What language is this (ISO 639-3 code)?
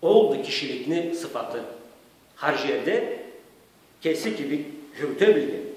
krc